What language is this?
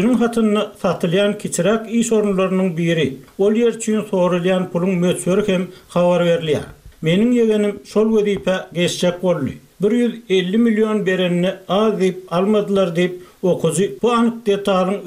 Turkmen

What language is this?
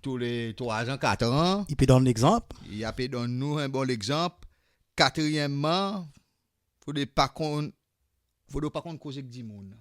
Seselwa Creole French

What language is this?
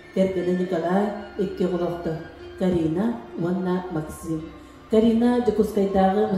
Yakut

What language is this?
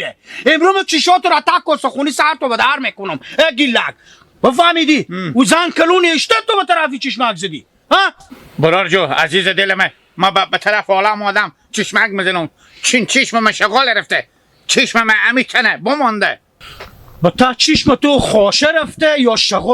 Hazaragi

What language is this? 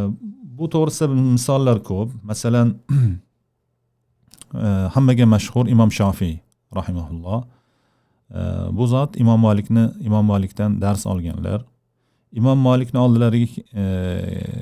Uzbek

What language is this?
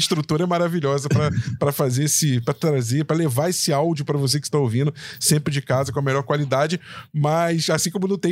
Portuguese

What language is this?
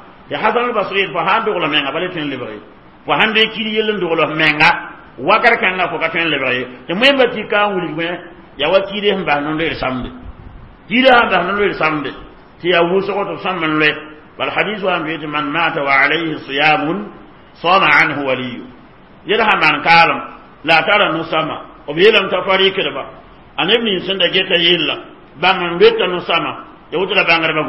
Mossi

